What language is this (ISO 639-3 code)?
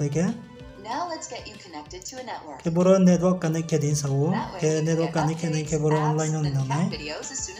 ria